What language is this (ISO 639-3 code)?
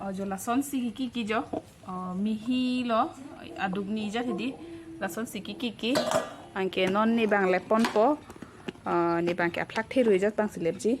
mjw